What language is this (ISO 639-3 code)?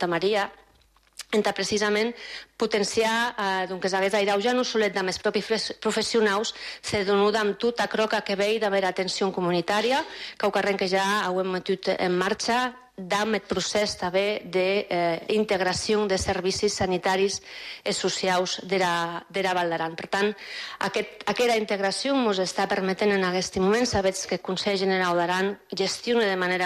cat